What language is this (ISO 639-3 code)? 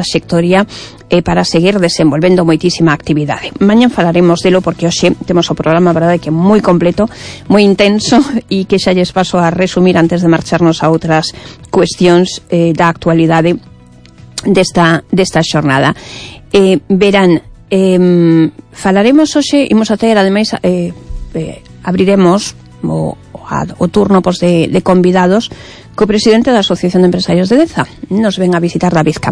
glg